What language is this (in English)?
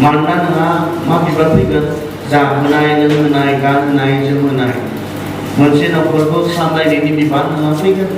Bodo